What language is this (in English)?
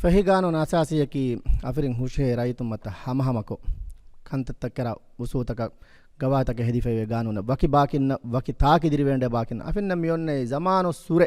Divehi